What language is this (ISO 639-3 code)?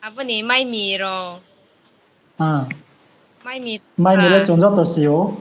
ria